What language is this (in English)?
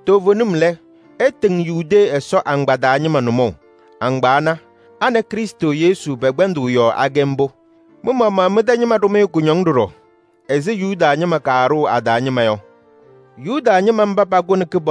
Kabiyè